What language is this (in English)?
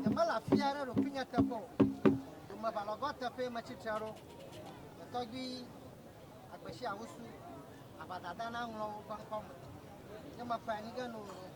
Ewe